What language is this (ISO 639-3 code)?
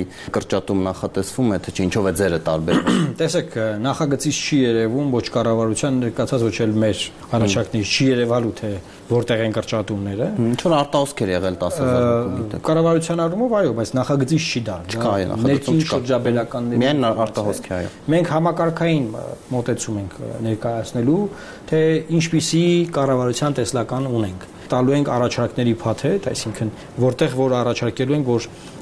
hye